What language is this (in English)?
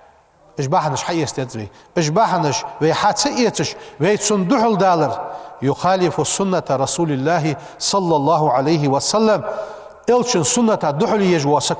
Ingush